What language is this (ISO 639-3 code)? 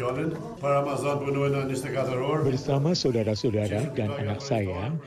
ind